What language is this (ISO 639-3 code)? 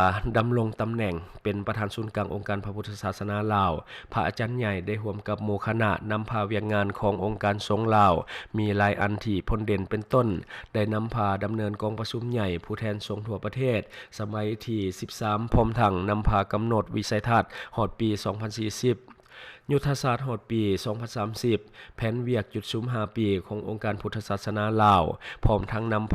lao